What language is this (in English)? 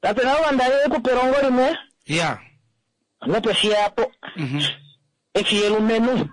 Kuanyama